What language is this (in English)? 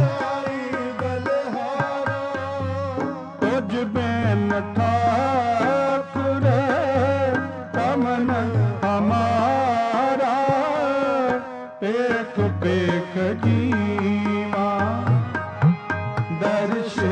Punjabi